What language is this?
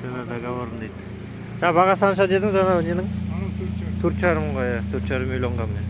Kazakh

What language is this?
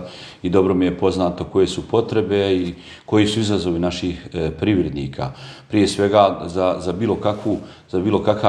Bosnian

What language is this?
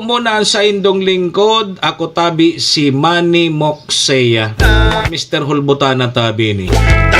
Bikol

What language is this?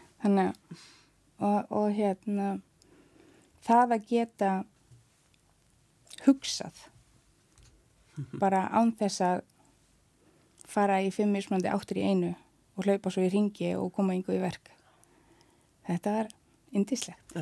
Icelandic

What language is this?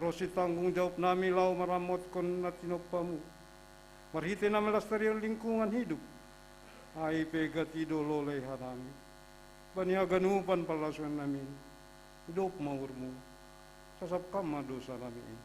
Batak Simalungun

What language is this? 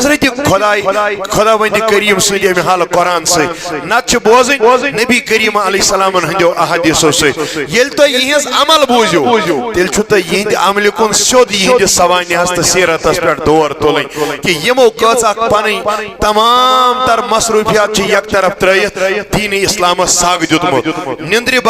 Kashmiri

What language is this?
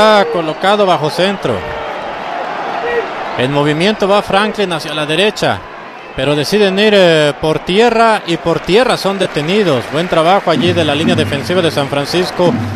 Spanish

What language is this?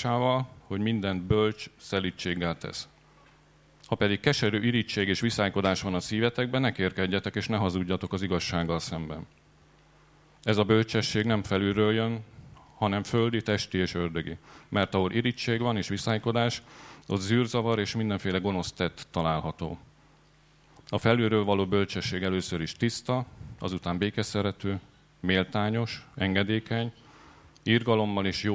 Hungarian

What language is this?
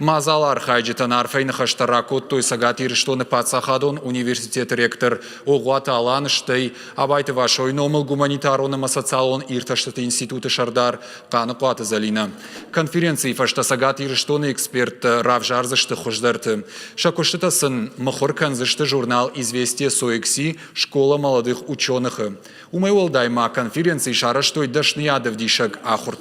Ossetic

